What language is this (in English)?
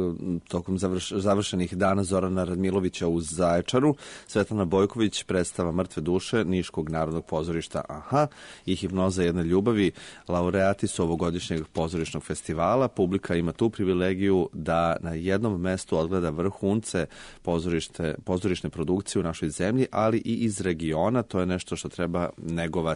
Serbian